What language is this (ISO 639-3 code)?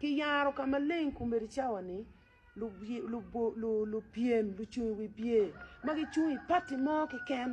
ach